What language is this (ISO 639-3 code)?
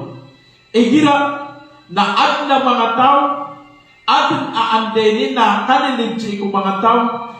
mrw